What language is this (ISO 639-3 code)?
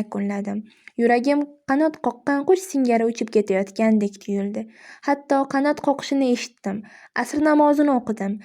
uzb